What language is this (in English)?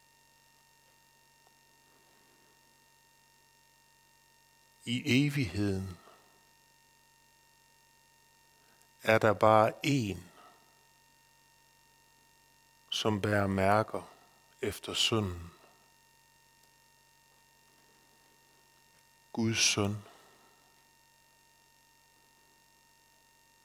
Danish